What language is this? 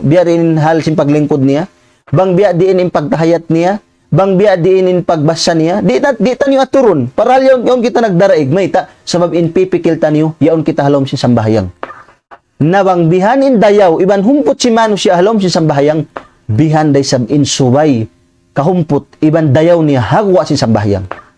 Tausug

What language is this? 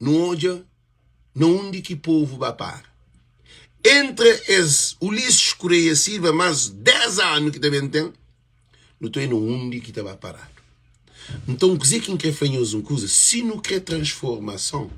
Kabuverdianu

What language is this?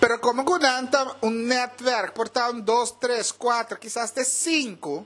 Papiamento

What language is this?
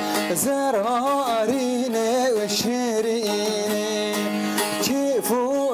Kurdish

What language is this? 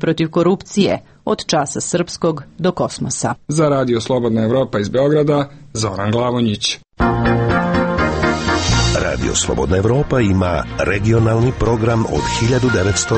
Serbian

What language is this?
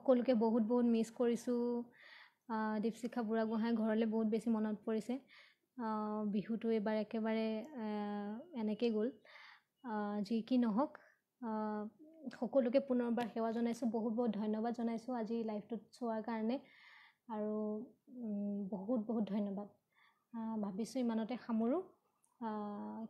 Assamese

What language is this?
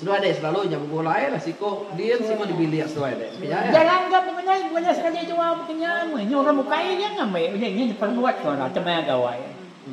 Iban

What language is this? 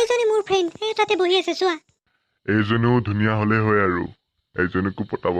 Assamese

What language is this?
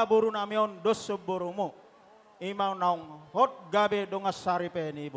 Batak Toba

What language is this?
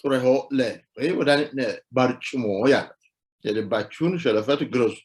Sidamo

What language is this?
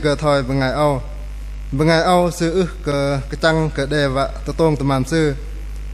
Bahnar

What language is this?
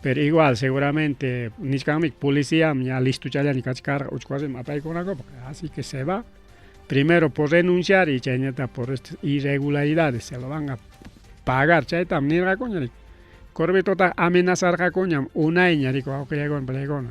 Ayacucho Quechua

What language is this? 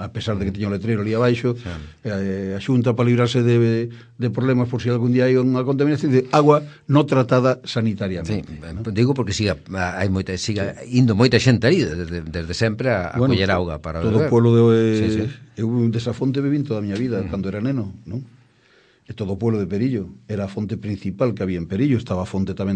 Galician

